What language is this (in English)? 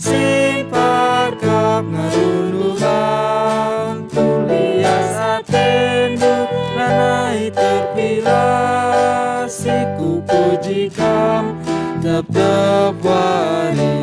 Batak Karo